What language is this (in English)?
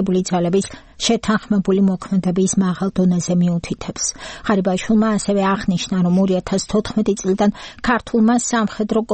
Georgian